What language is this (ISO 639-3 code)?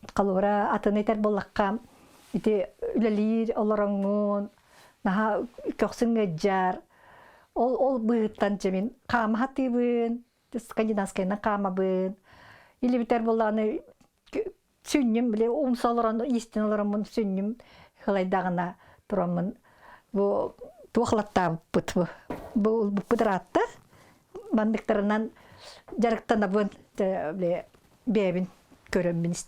sah